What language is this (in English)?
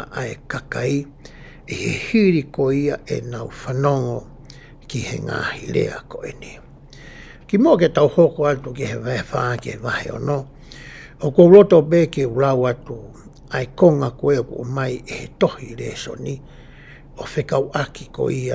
Tongan